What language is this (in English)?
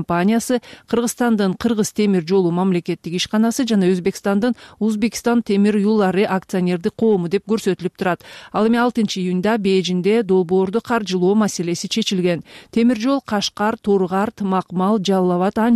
Kyrgyz